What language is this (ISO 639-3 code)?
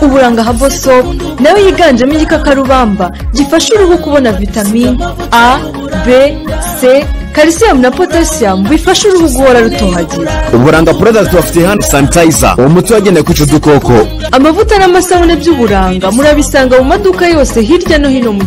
kin